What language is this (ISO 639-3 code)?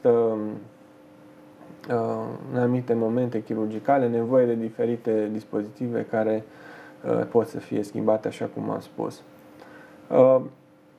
ron